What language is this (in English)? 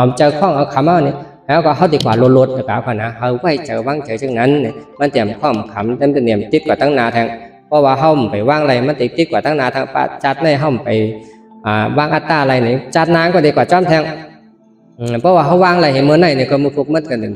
Shan